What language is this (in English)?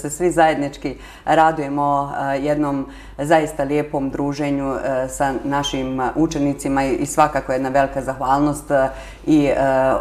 Bosnian